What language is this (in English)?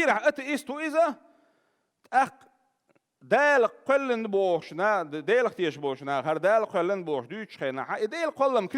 Chechen